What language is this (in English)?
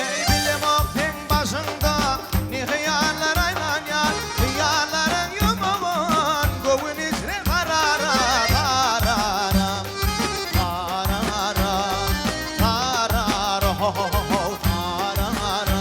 Turkmen